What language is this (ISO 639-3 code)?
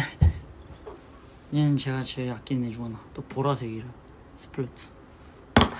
kor